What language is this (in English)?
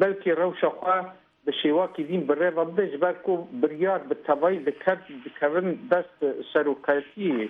Kurdish